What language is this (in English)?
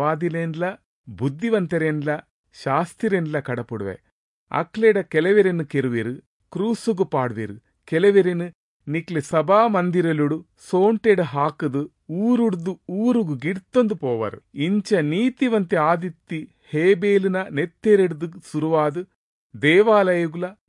Tulu